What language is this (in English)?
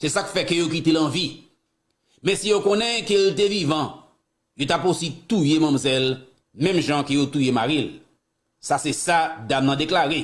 Haitian Creole